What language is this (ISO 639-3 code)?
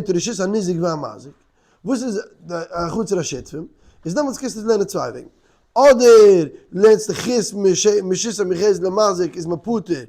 yid